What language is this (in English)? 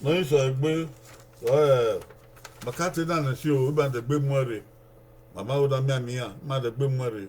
Bini